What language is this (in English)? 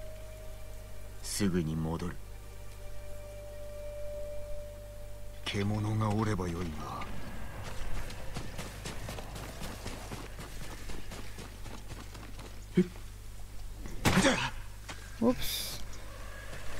Japanese